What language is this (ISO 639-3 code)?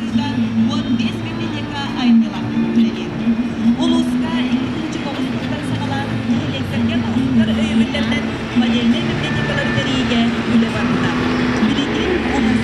sah